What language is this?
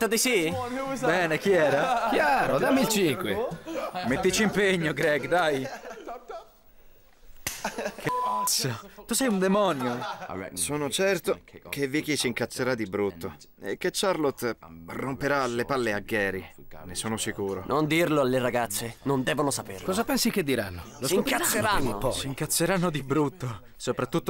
Italian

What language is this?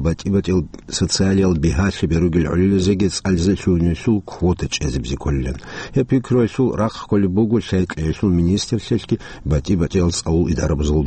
Avaric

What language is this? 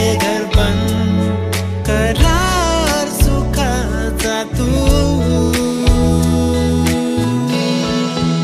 Marathi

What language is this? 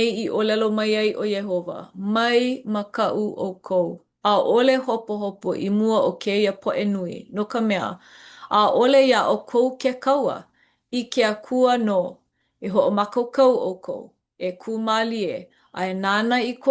Hawaiian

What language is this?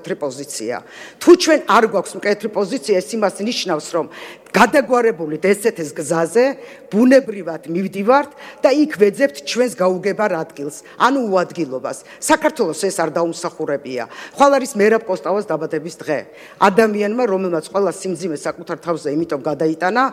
Georgian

